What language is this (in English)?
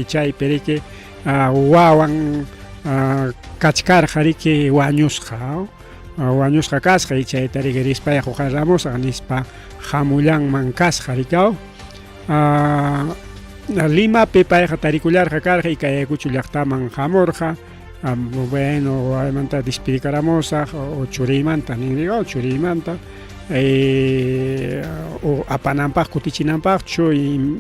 Ayacucho Quechua